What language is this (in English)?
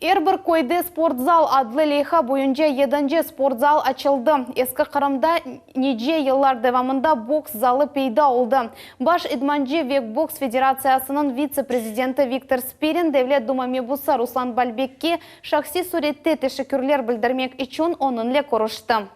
Crimean Tatar